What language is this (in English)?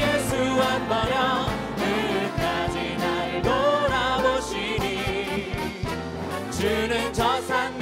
Korean